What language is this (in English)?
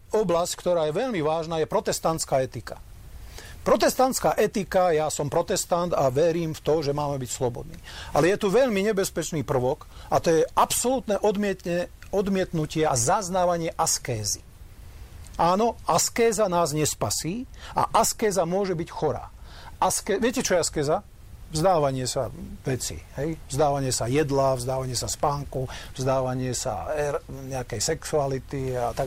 Slovak